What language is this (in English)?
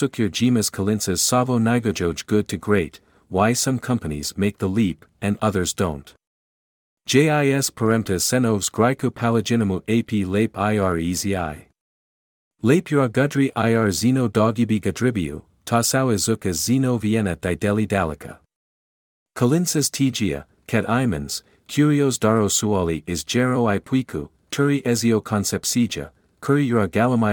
Lithuanian